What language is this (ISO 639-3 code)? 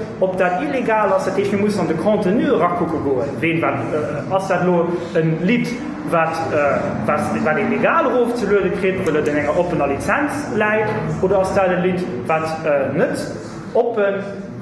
ltz